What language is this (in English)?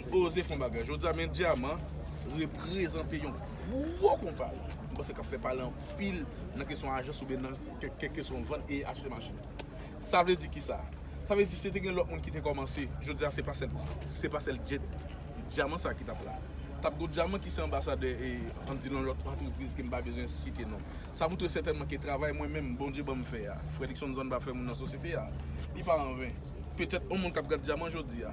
Haitian Creole